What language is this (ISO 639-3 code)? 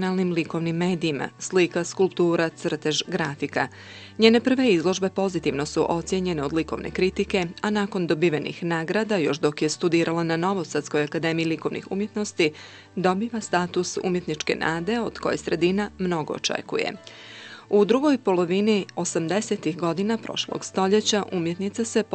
bos